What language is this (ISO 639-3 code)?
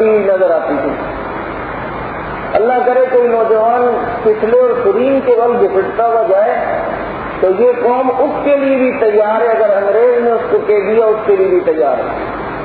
urd